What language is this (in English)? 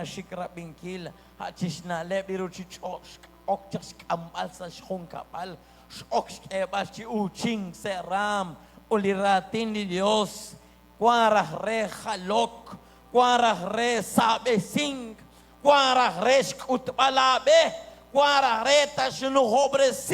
Kekchí